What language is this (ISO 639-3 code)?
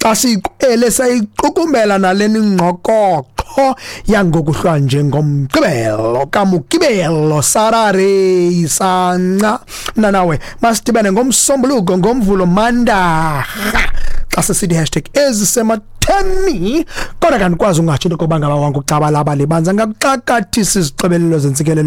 xho